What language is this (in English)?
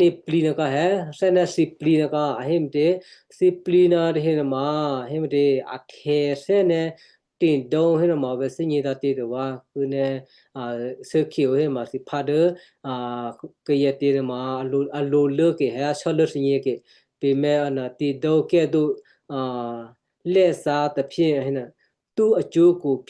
Western Kayah